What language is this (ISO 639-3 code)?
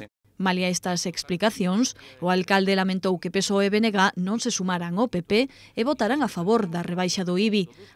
glg